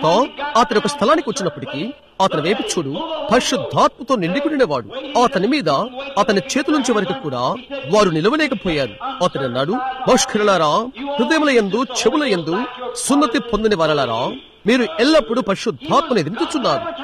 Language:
Telugu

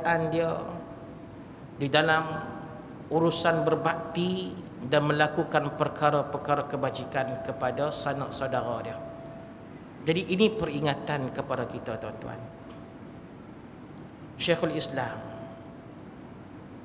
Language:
Malay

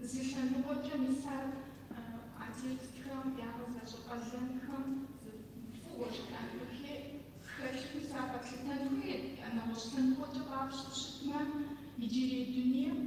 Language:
Kabardian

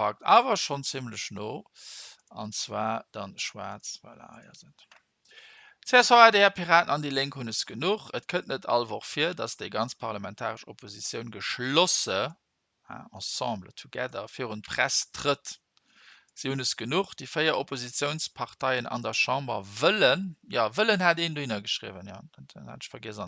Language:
Luxembourgish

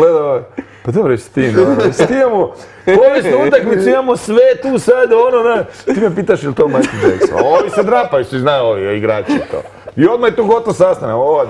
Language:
Croatian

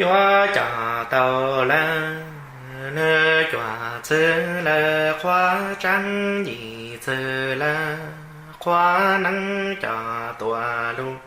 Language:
Hmong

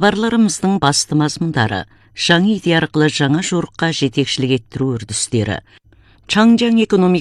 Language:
Kazakh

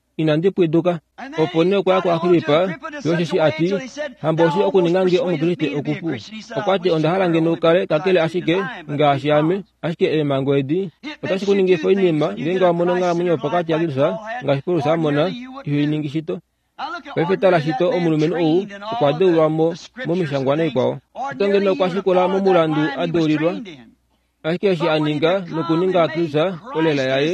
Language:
Kuanyama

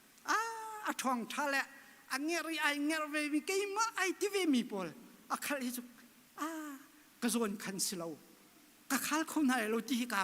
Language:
Hakha Chin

